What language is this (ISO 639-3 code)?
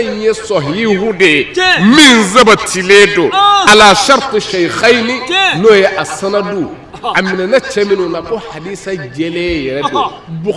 bam